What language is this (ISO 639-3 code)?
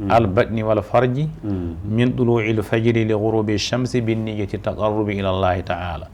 ful